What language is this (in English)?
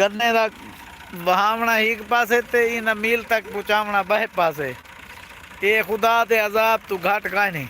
Saraiki